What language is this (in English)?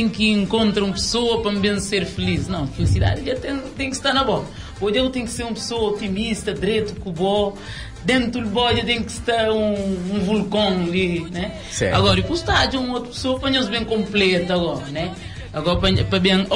Kabuverdianu